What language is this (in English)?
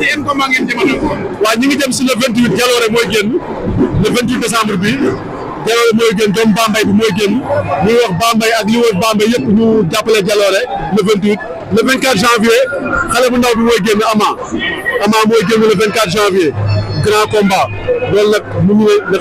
Wolof